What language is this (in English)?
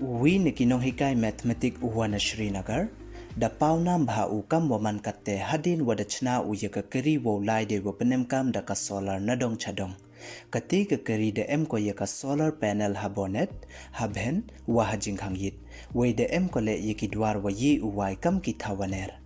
Pnar